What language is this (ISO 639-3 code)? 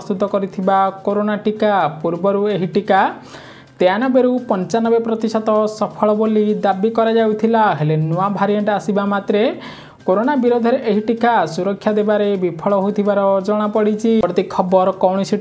ori